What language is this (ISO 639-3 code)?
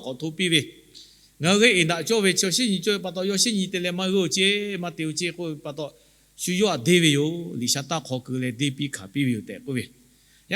lhu